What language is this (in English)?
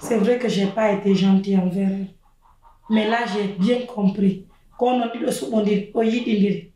Pular